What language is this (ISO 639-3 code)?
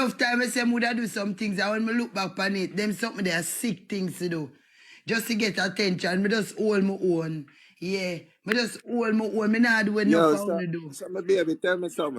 jam